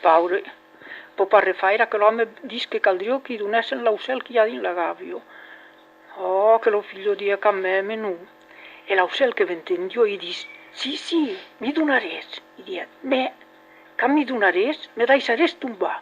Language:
Occitan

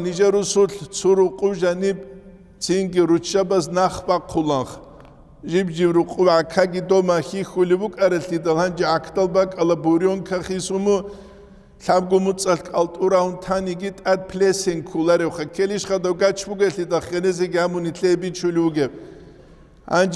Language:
Avaric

